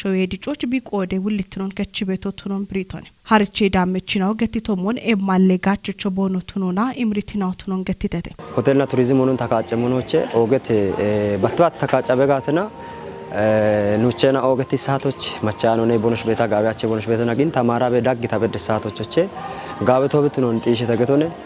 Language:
Kafa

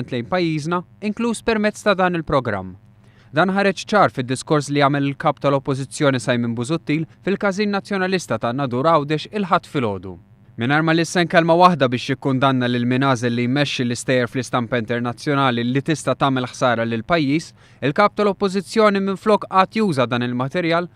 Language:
Maltese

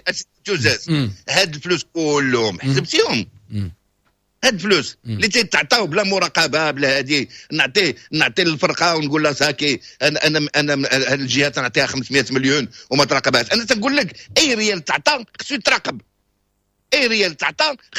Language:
Moroccan Arabic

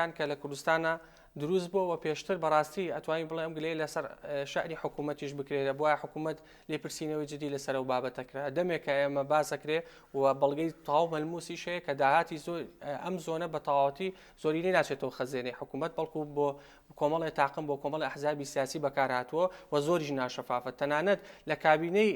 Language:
Central Kurdish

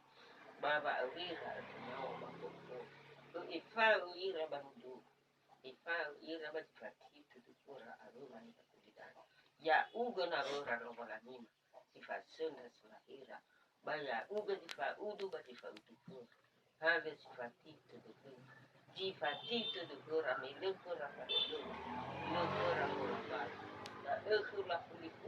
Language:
Nias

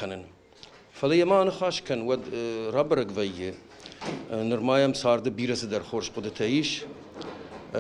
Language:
Ossetic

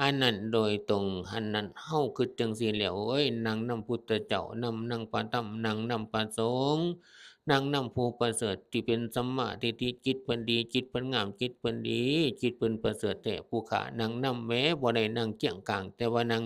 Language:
Northeastern Thai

